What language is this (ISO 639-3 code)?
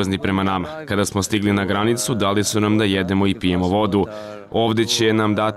bos